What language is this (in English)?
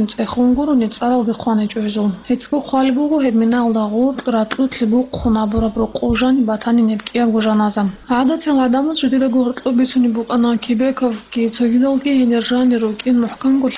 Avaric